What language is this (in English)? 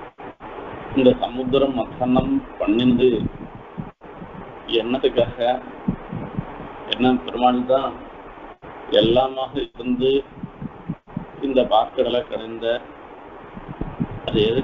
Tamil